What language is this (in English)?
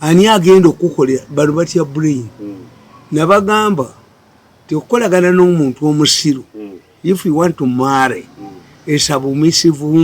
Ganda